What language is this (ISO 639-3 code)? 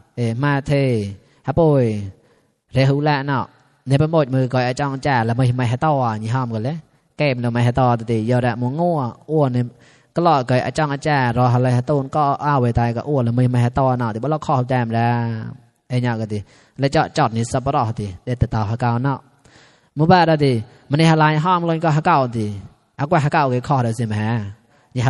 mnw